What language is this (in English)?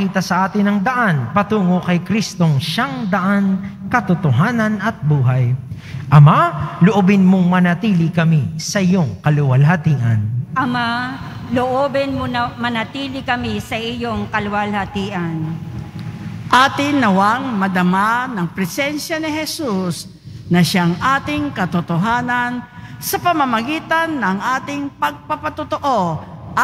Filipino